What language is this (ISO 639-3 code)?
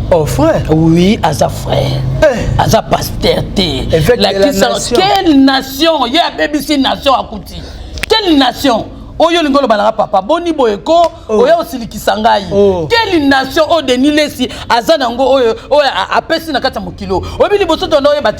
lin